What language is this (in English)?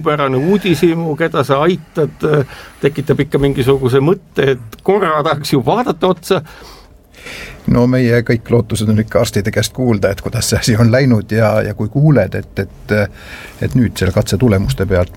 Estonian